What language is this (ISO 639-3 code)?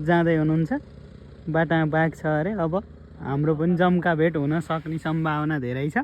nep